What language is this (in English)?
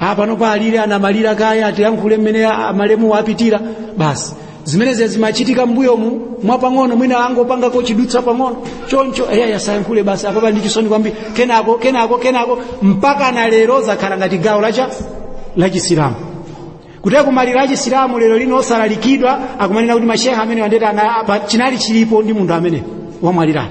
Nyanja